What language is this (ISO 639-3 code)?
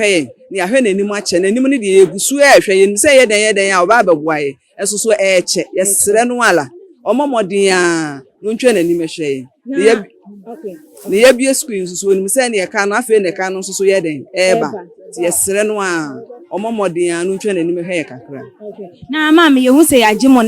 aka